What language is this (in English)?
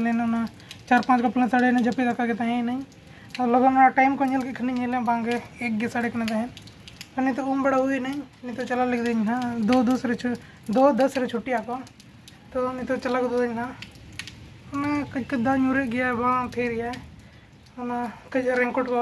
Santali